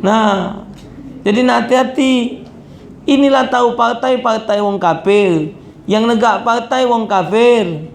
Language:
Musi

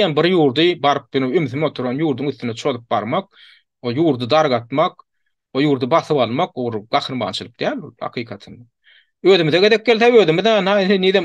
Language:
Turkmen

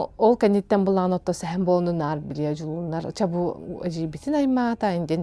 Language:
Yakut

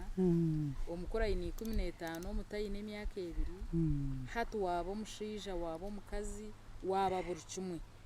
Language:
Nyankole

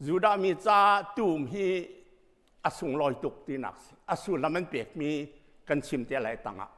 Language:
Hakha Chin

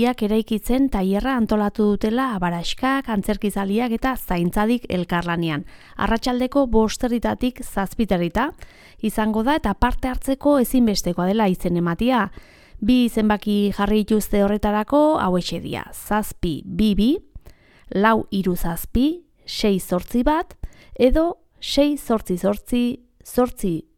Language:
Basque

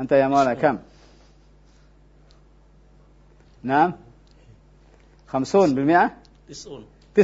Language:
Indonesian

